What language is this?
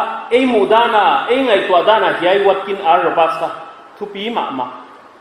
Paite Chin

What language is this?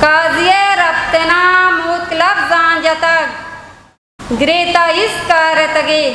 Eastern Balochi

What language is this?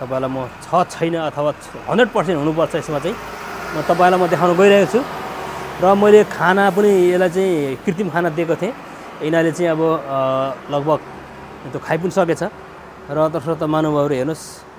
Nepali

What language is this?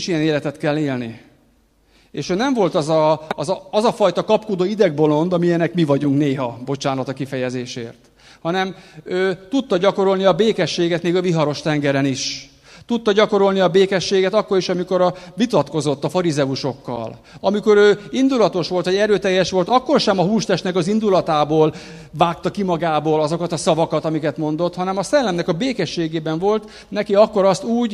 Hungarian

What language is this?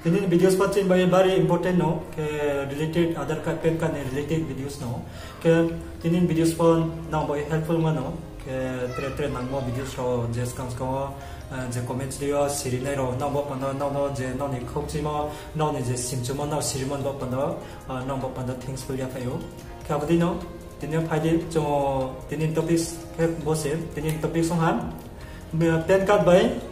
Riang (India)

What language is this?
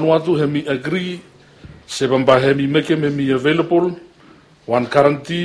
Bislama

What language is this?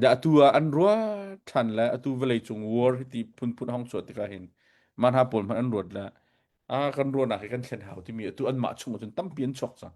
Hakha Chin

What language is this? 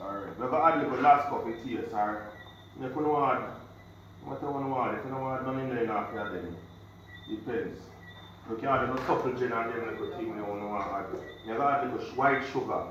Jamaican Creole English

